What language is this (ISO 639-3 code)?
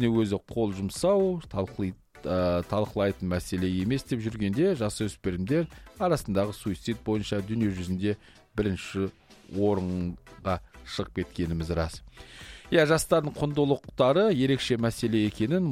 kaz